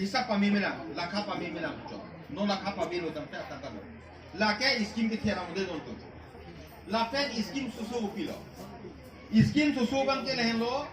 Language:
Karbi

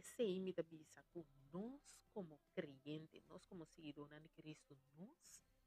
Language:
Papiamento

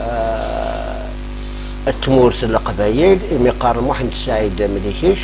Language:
Kabyle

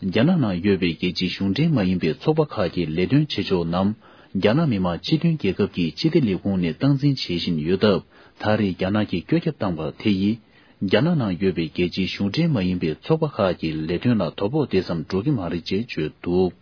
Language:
Tibetan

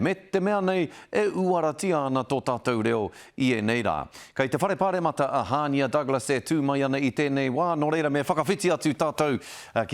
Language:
Māori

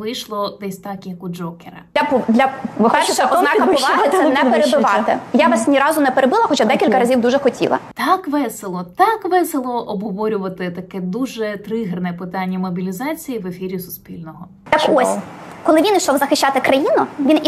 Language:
Ukrainian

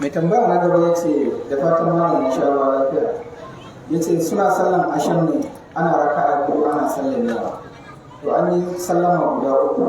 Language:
Hausa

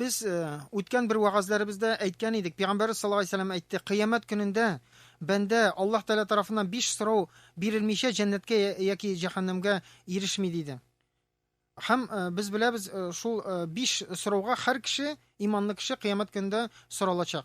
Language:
Tatar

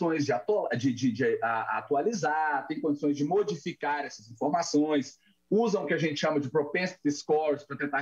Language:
Portuguese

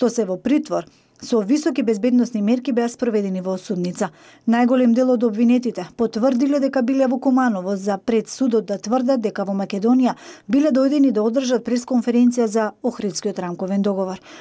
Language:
Macedonian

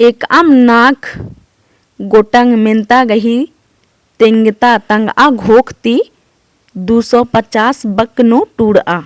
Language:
Kurukh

